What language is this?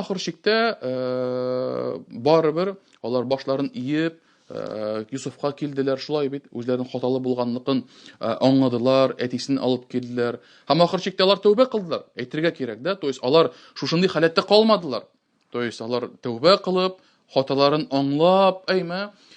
Tatar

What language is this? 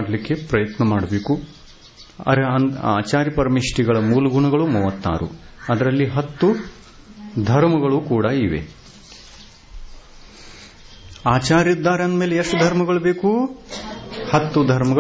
Kannada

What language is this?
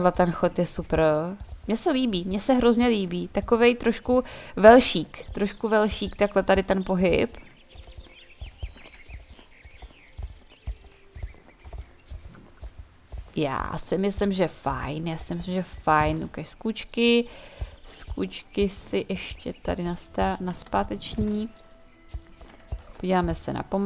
Czech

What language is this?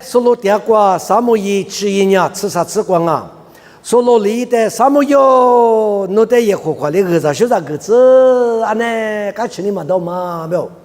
Lisu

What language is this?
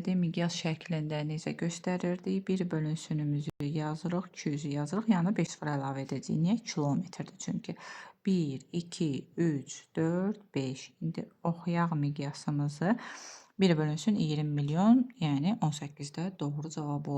Azerbaijani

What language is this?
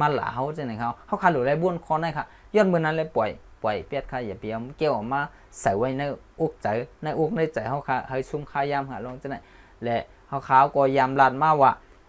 Shan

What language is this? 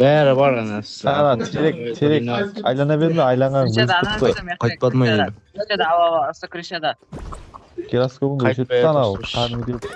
Kara-Kalpak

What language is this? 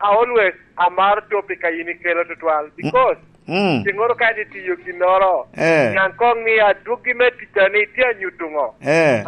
Lango (Uganda)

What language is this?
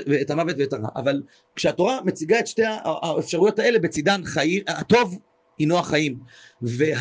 Hebrew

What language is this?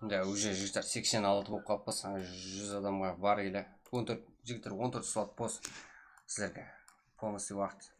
Kara-Kalpak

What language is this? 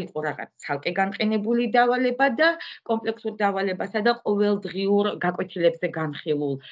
Georgian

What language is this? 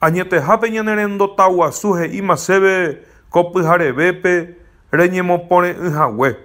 Guarani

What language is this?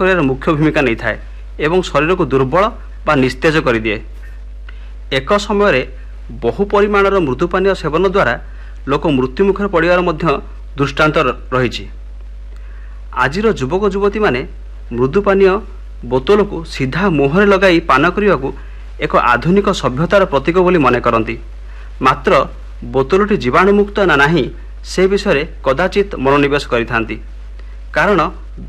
Odia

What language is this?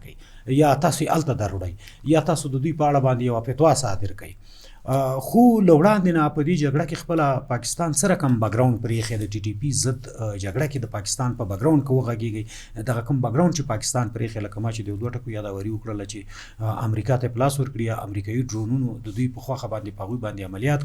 Pashto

